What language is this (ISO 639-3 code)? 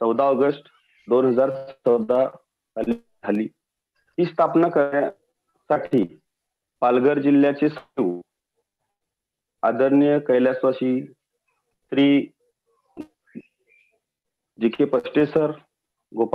mar